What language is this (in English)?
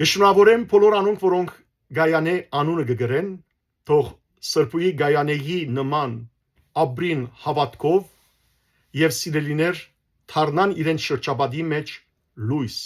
Western Armenian